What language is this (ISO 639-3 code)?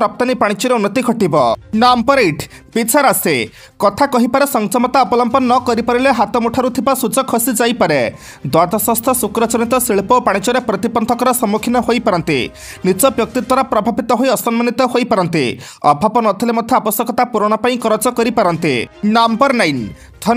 ori